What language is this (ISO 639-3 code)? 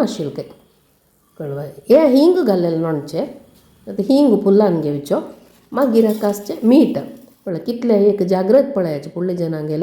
kok